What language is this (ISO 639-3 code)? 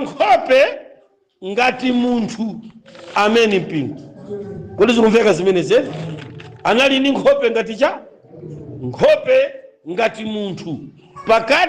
nya